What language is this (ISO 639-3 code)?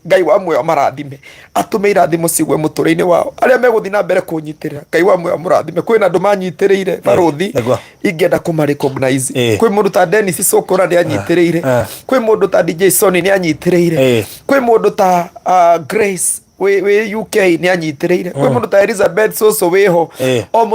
kik